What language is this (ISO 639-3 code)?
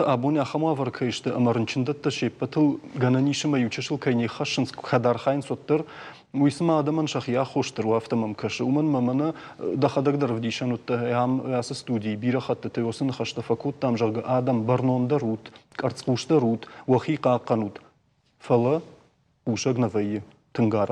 oss